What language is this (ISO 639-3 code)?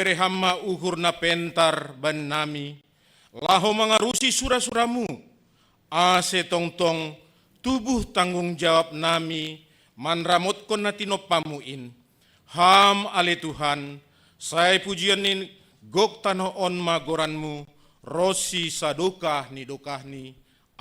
bts